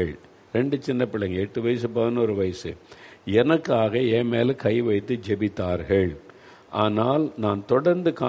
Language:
Tamil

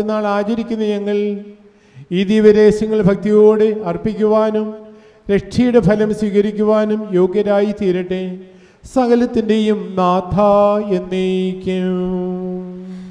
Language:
Malayalam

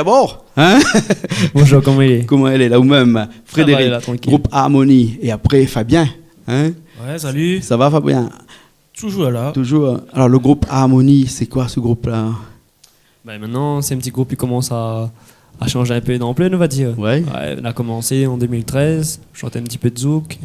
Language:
Réunion Creole French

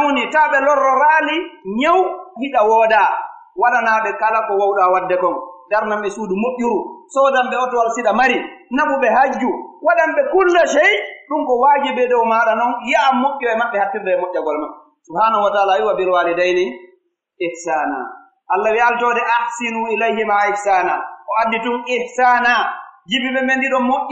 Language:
Pular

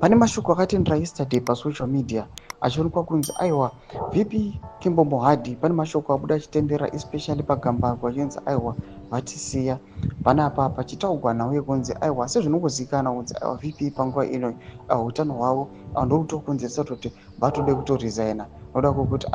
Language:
Shona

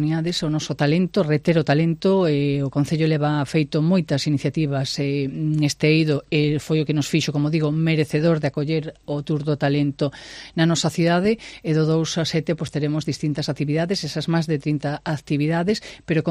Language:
Galician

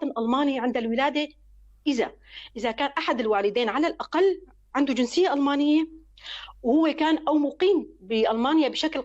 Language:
North Levantine Arabic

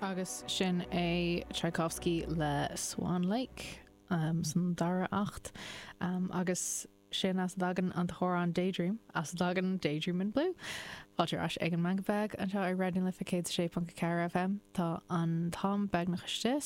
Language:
Irish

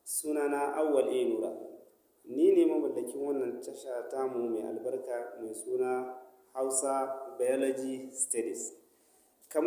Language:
Hausa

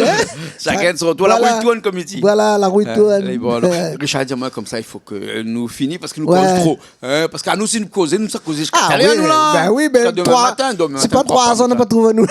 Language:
Réunion Creole French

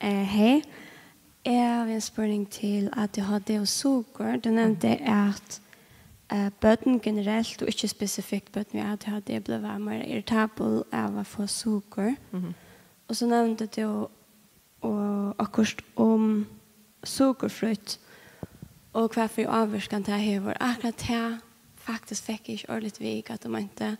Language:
Faroese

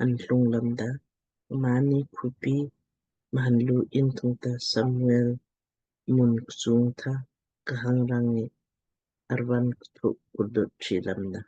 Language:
Lamkang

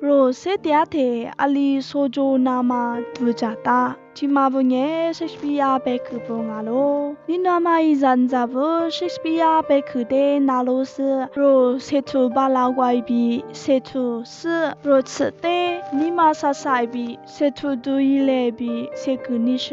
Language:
Lisu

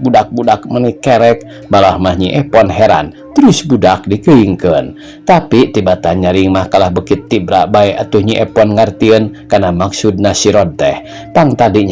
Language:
Sundanese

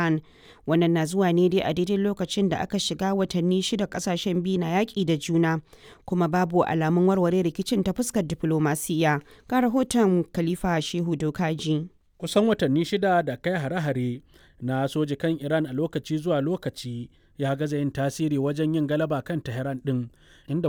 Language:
Hausa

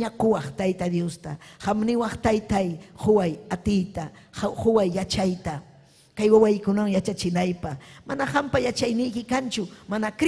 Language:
Ayacucho Quechua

